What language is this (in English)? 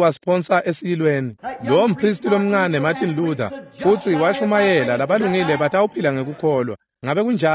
Swati